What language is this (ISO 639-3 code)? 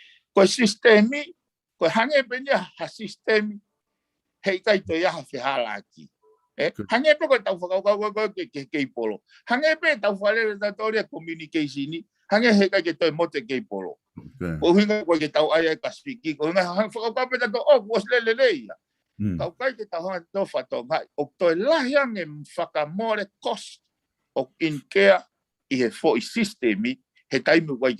ton